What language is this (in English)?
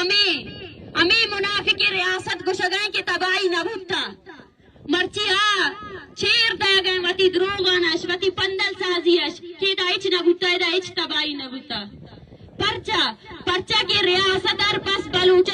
Baluchi